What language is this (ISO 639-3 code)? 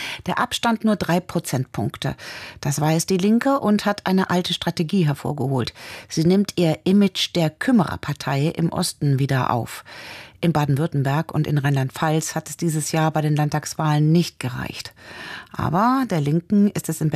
deu